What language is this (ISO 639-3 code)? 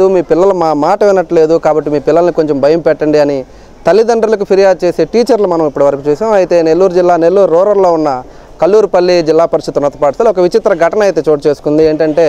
tel